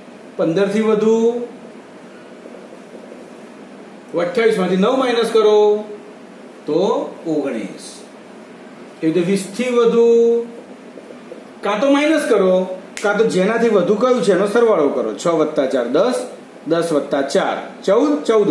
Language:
Gujarati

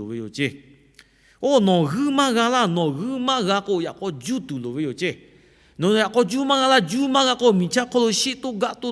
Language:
Lahu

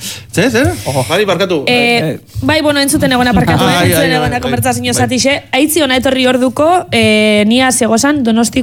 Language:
Basque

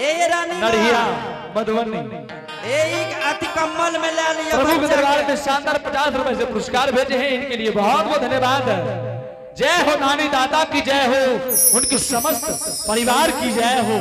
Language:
Angika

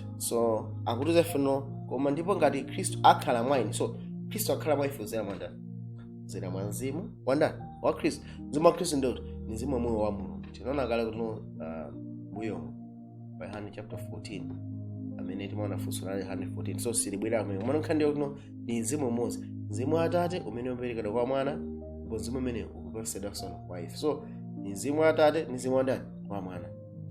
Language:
Nyanja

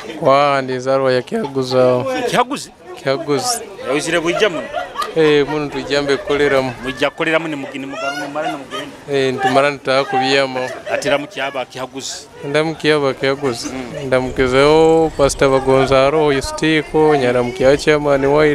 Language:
Nyoro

